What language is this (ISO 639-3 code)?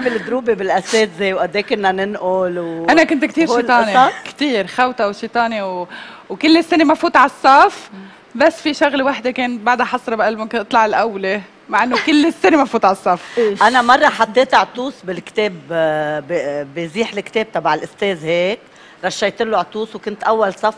apc